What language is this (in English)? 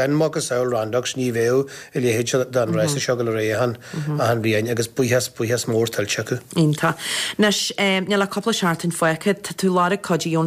Irish